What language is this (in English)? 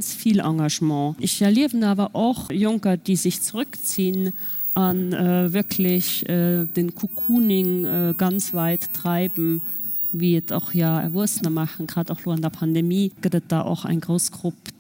Luxembourgish